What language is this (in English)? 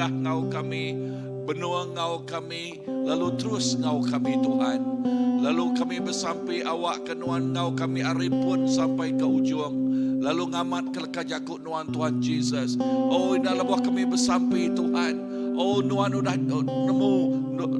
Iban